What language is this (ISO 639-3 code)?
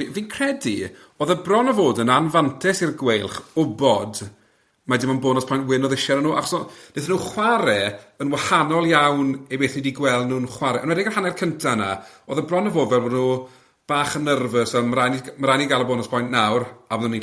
cym